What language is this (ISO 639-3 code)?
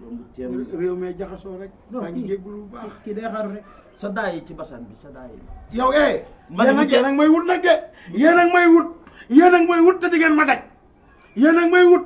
wol